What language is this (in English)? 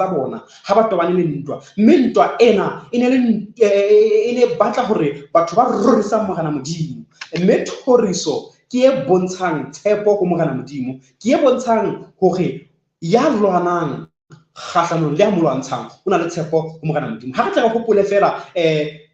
Southern Sotho